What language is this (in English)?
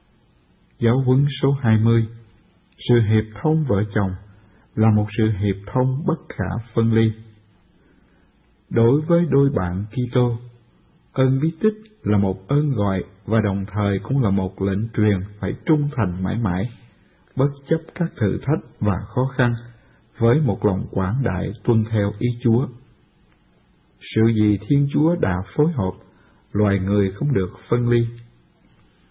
Vietnamese